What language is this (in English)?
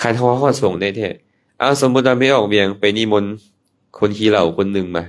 Lao